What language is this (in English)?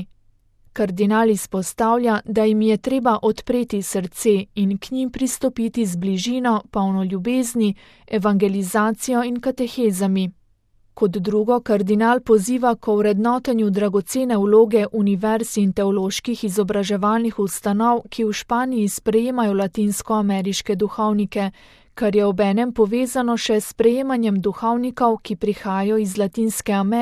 Slovenian